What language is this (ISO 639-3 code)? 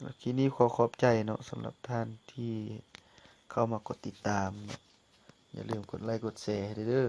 lao